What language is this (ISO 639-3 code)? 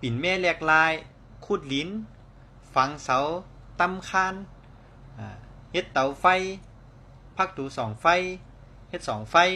shn